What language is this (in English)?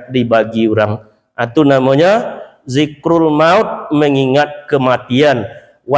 Minangkabau